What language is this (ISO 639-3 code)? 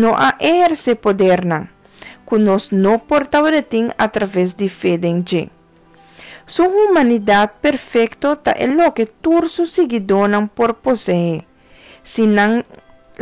pap